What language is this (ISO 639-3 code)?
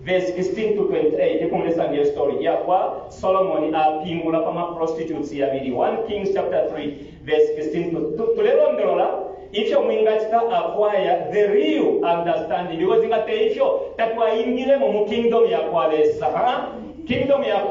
bem